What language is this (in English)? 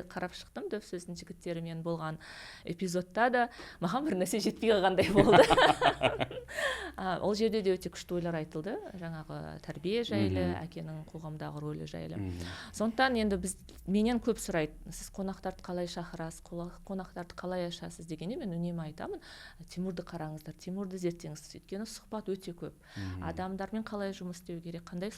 Kazakh